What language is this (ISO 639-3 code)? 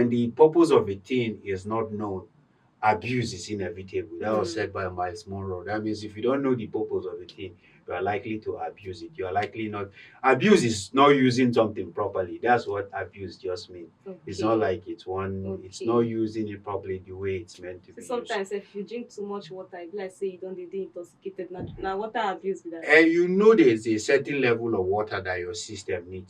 pcm